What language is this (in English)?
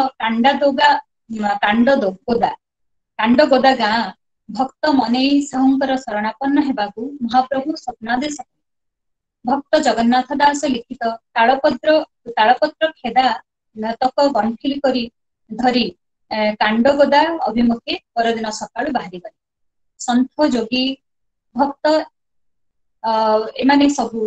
Odia